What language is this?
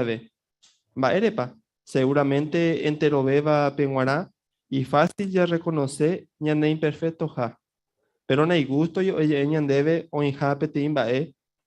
Guarani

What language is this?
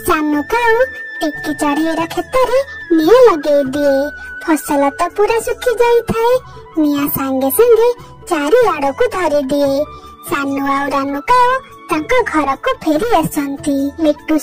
Odia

